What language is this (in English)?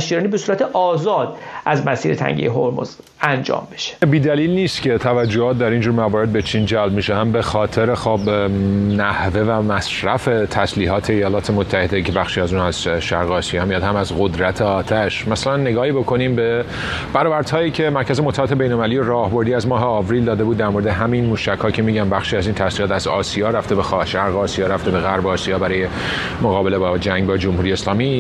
Persian